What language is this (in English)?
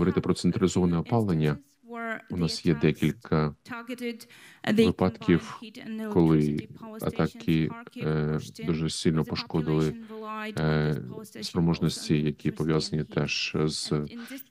Ukrainian